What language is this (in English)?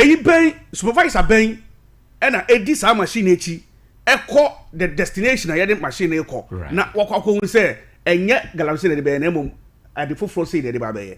Akan